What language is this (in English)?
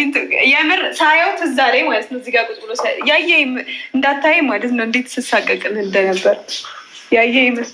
Amharic